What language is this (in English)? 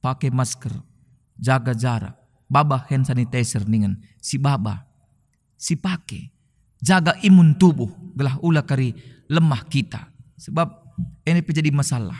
Batak Karo